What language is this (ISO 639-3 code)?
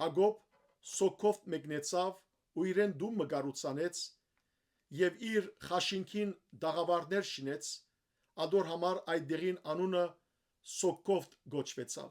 hyw